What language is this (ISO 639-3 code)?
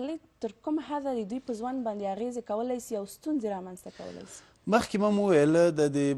pus